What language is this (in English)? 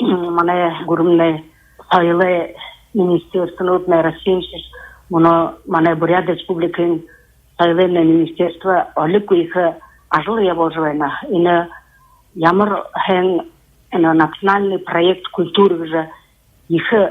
Buriat